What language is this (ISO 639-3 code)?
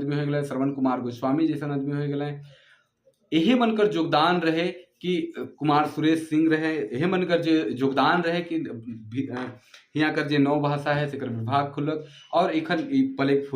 sck